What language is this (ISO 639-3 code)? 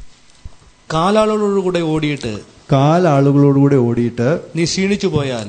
mal